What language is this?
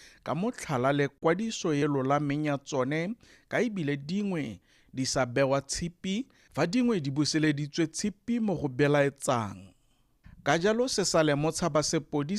Tswana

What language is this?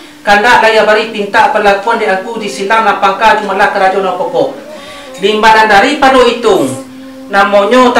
Minangkabau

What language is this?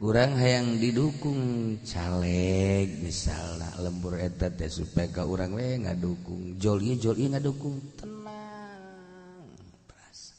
Sundanese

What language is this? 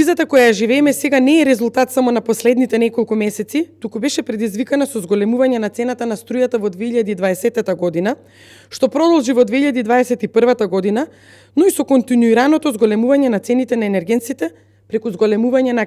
Macedonian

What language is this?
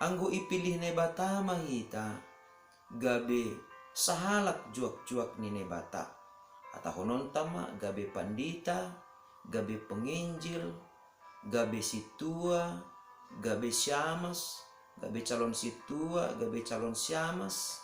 Batak Simalungun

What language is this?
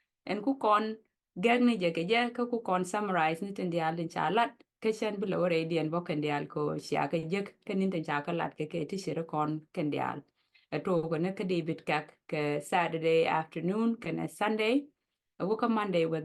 Nuer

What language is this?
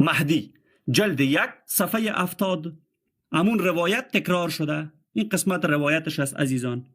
Persian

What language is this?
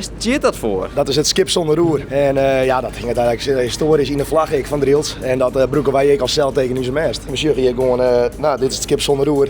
Western Frisian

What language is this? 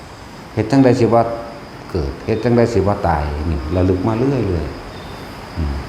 Northeastern Thai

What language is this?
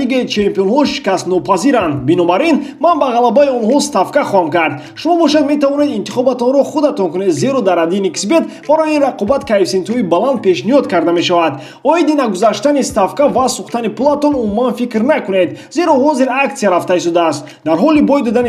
Tajik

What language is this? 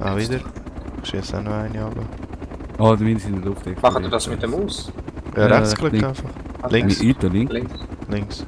Swiss German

